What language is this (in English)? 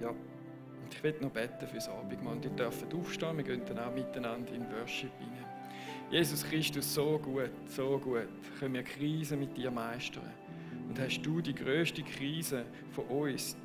Swiss German